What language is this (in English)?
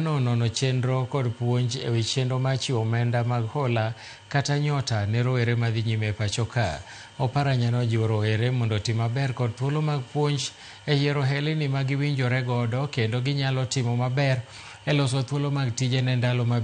Luo (Kenya and Tanzania)